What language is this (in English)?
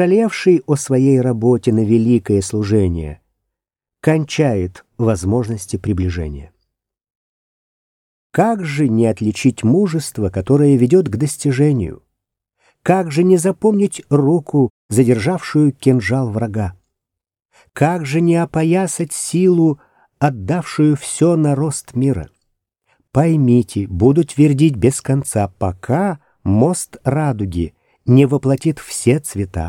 Russian